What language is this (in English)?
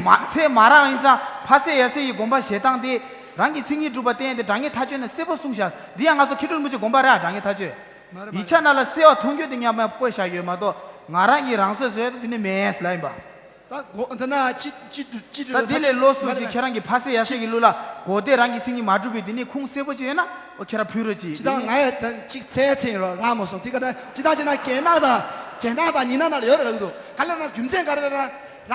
Tibetan